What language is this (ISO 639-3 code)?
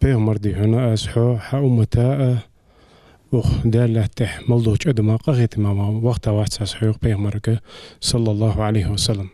inh